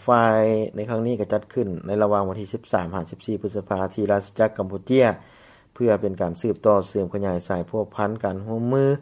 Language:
Lao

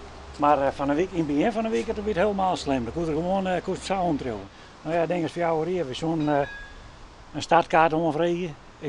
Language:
Western Frisian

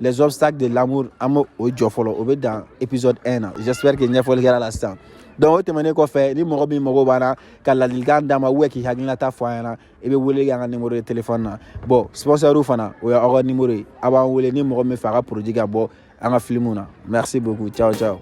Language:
Bambara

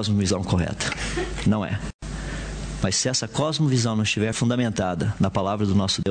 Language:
Portuguese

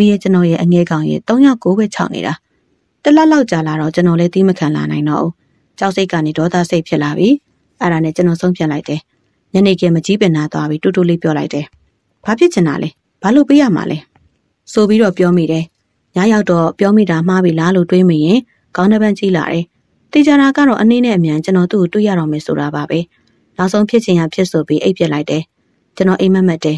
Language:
Burmese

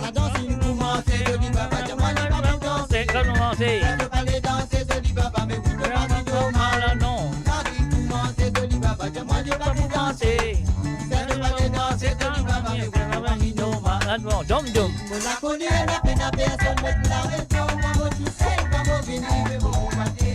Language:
Morisyen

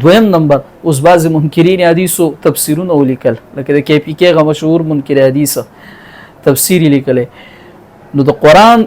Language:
Pashto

